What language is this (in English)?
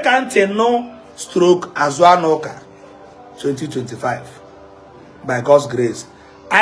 Igbo